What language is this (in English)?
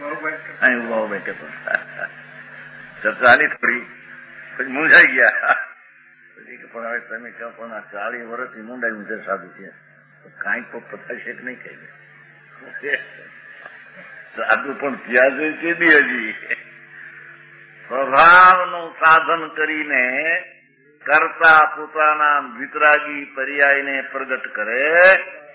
Gujarati